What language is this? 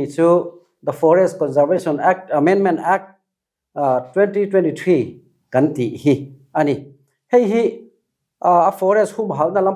Mizo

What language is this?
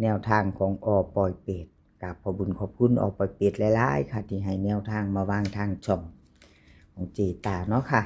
Northeastern Thai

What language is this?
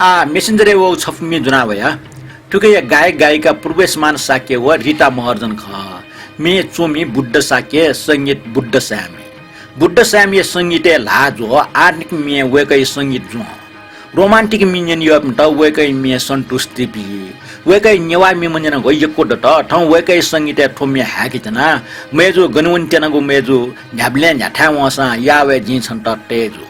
Newari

